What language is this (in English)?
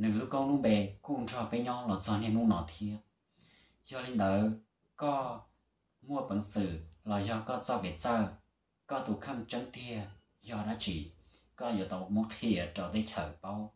Hmong